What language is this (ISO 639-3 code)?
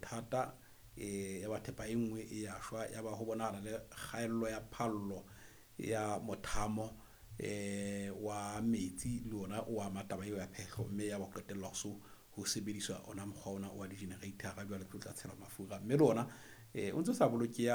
sot